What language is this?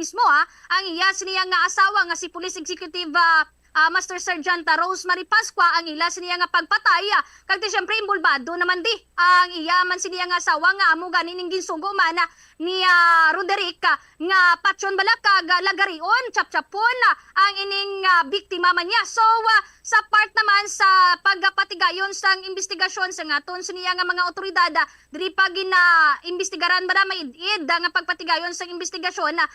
Hiligaynon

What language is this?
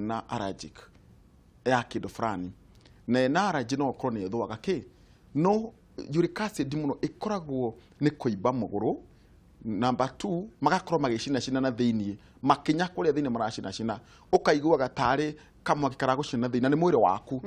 Kikuyu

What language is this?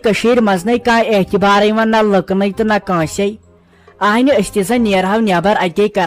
Kashmiri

